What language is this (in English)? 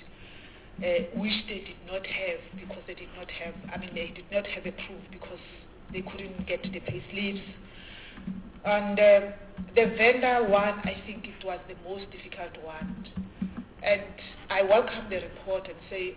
English